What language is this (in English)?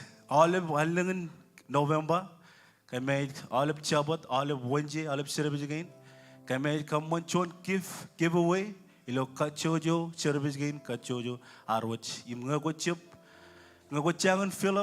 Marshallese